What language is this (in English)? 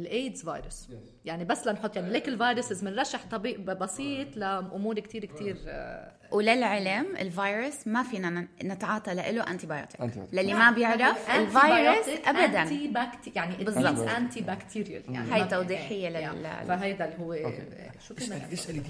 North Levantine Arabic